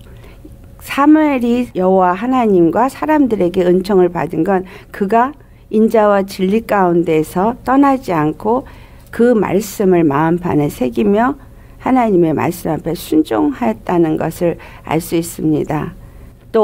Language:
Korean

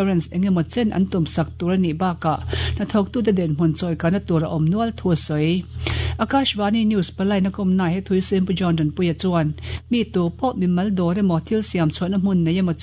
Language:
Mizo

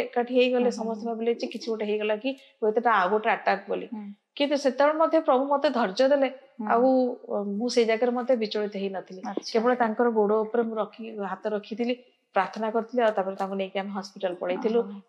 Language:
Odia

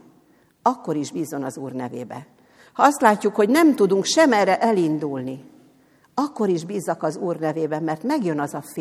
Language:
Hungarian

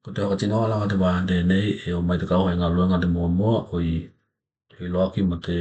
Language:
Tokelau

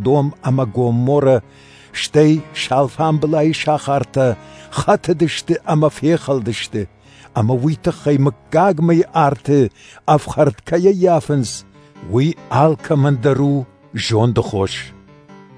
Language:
Ossetic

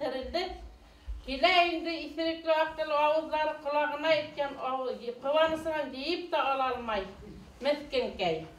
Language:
Bashkir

